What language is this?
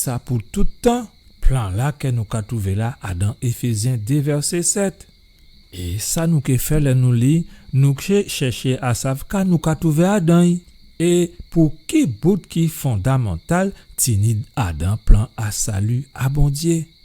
Guadeloupean Creole French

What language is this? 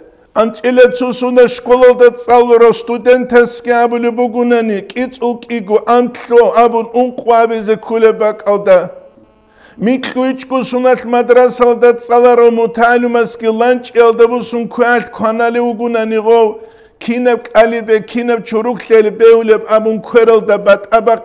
Avaric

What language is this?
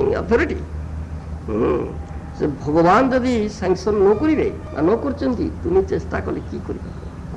Odia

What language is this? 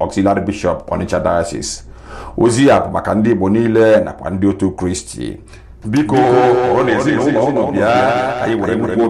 Igbo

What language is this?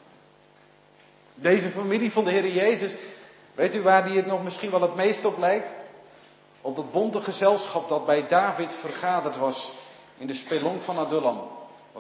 Dutch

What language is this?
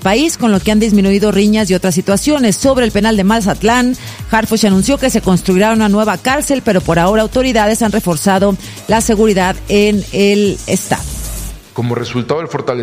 Spanish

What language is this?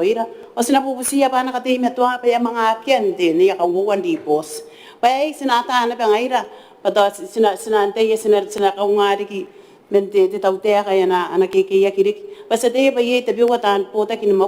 Gilbertese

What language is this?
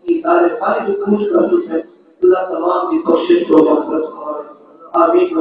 Saraiki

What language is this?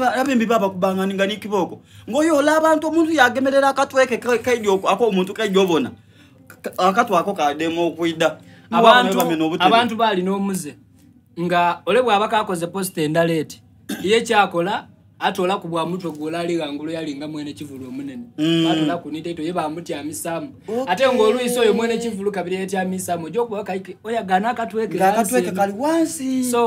Soga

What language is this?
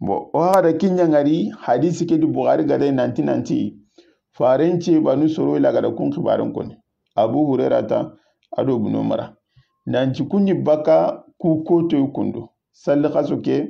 Soninke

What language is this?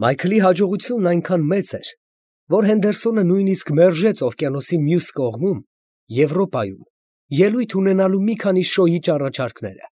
Armenian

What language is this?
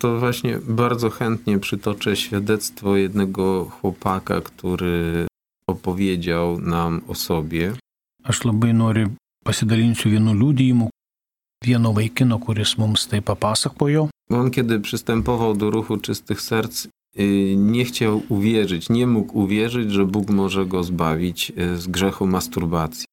Lithuanian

